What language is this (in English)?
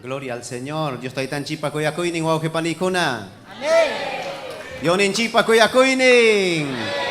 Ayacucho Quechua